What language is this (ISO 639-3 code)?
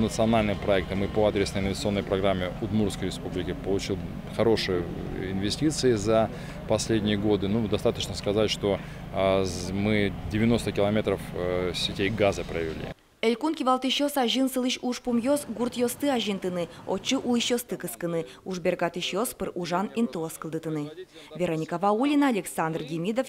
udm